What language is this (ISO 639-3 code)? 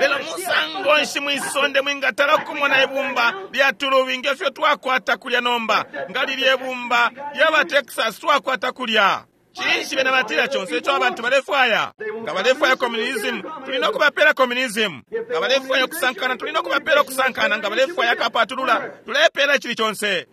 bem